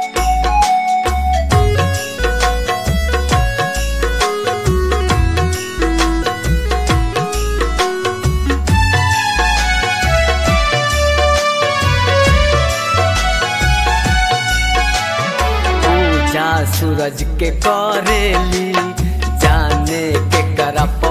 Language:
Bhojpuri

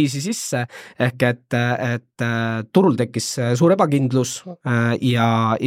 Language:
Estonian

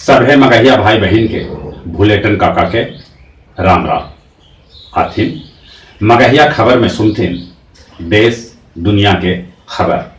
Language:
Magahi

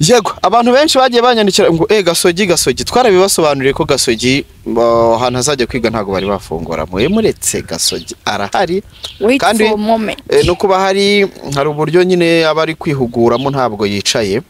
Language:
Kinyarwanda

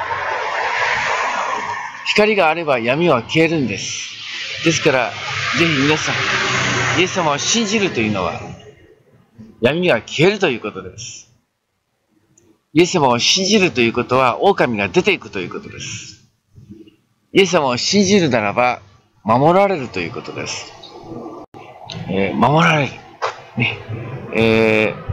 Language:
Japanese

